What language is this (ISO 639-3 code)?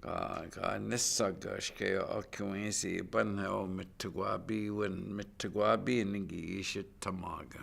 ciw